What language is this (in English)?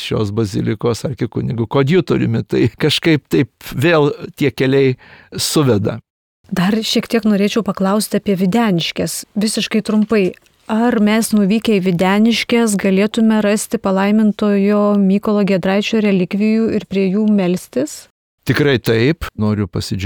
Lithuanian